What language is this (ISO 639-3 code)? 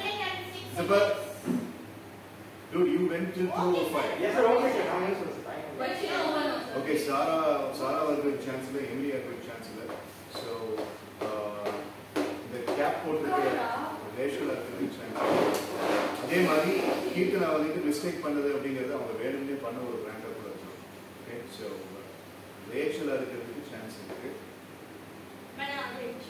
tam